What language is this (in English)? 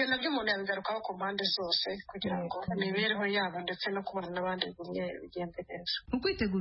Kinyarwanda